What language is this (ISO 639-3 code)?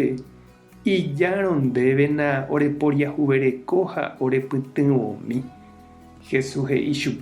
grn